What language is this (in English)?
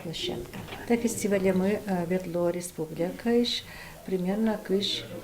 Udmurt